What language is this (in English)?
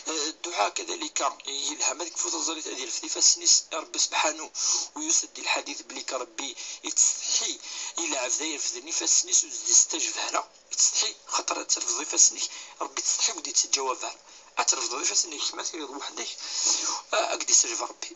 Kabyle